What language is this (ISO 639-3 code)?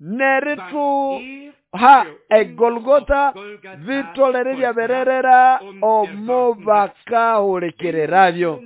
nnb